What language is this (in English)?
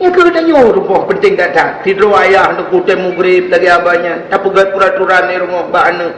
Achinese